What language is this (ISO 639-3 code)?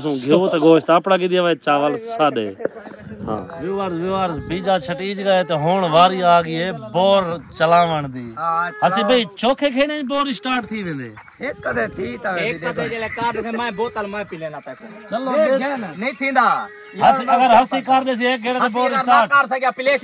skr